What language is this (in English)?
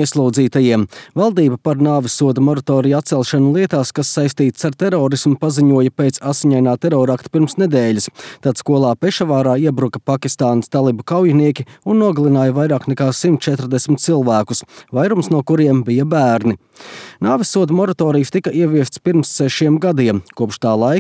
Latvian